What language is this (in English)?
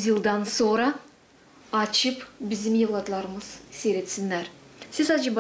Gagauz